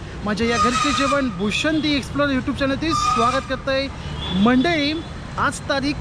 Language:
Marathi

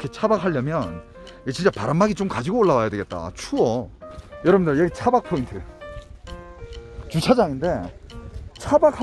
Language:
Korean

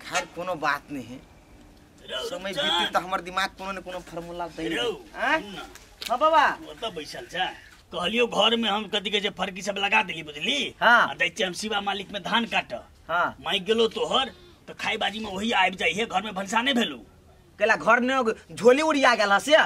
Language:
Maithili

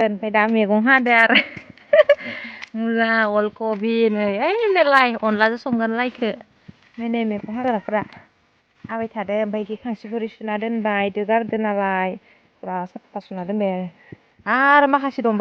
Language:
Bodo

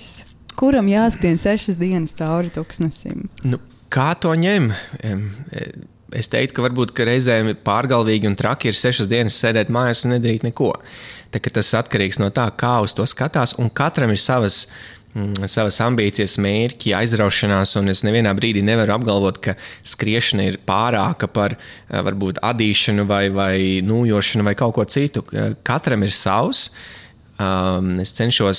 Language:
Latvian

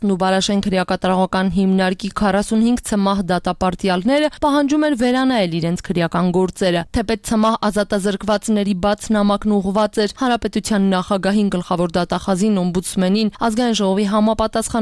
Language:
Armenian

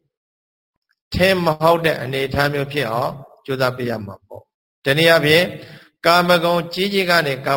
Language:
Burmese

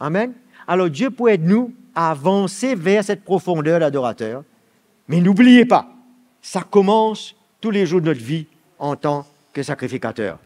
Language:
Morisyen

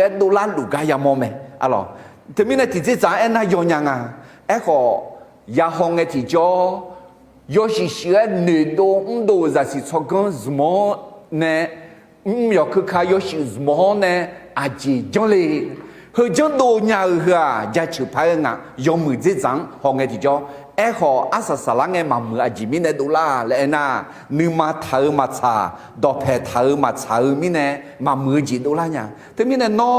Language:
Akha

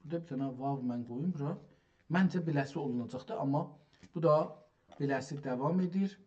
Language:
South Azerbaijani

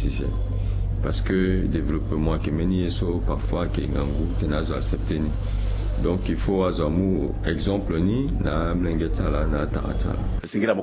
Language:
Sango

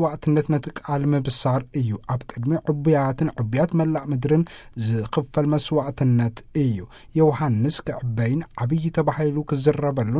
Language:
Tigrinya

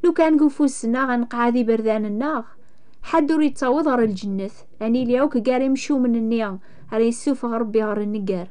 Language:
Kabyle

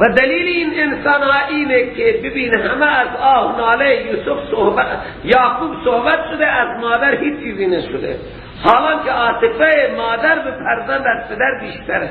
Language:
Persian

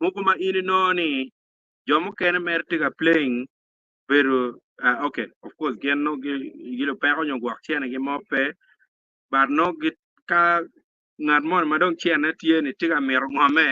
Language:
Acoli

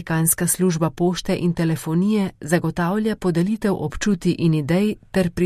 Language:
Slovenian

